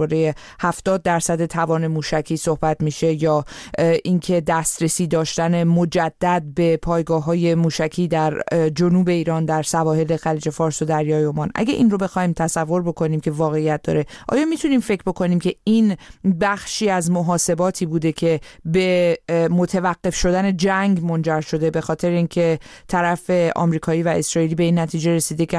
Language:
Persian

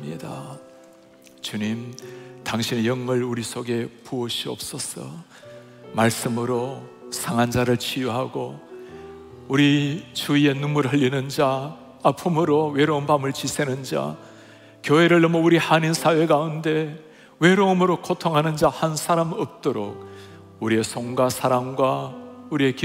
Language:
Korean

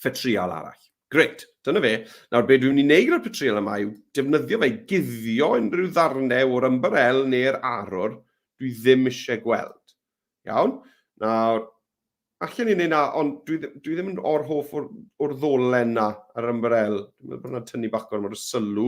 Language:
Welsh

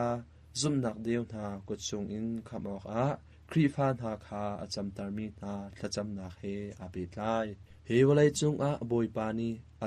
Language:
Hakha Chin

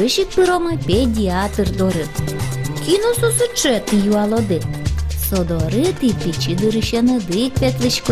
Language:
Udmurt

